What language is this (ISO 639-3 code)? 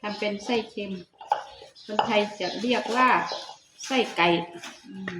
tts